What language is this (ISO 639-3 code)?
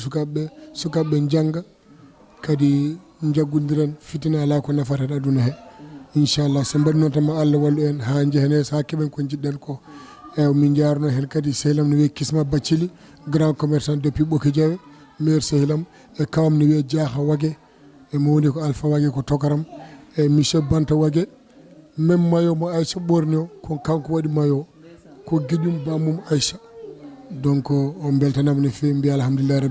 ful